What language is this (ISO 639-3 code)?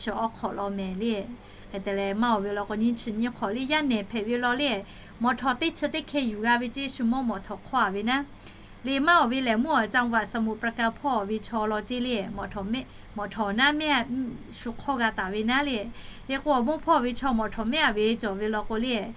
lhu